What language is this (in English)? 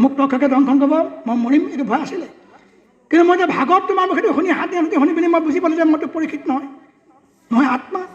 Assamese